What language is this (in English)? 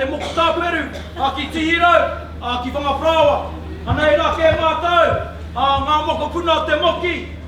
Māori